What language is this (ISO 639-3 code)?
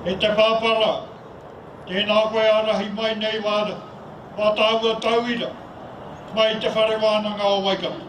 mri